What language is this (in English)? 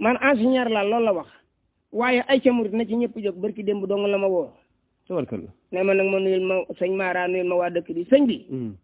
Wolof